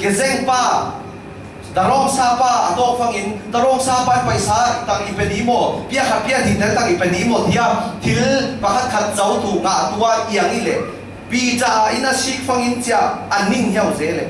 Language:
Falam Chin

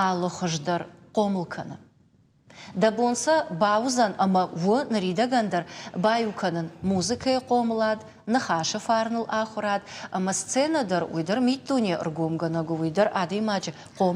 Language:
Ossetic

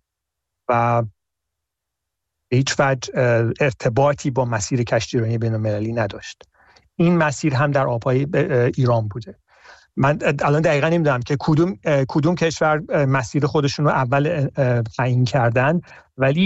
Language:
Persian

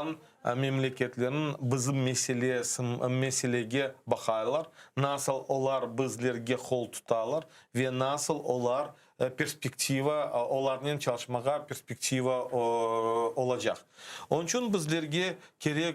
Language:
Crimean Tatar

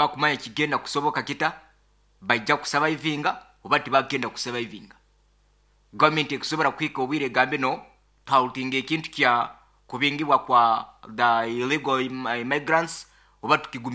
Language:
Nyoro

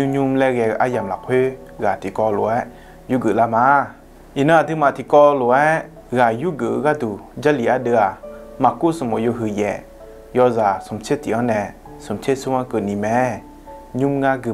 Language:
Akha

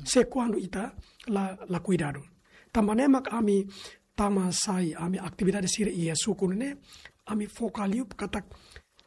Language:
Tetum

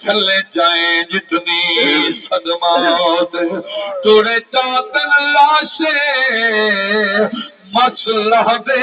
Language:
Saraiki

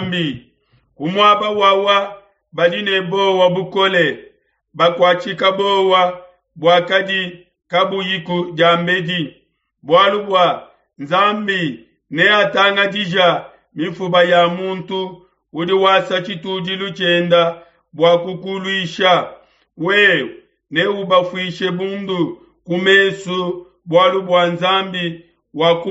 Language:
Luba-Lulua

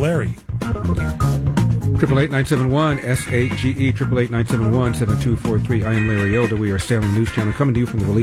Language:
English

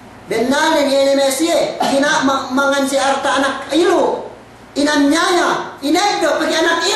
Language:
Yakan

